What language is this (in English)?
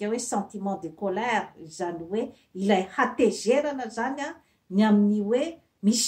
Malagasy